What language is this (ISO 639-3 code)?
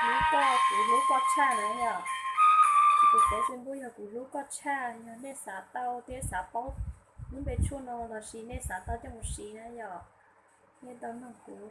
hmn